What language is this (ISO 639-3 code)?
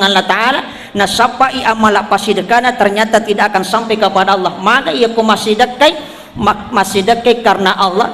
bug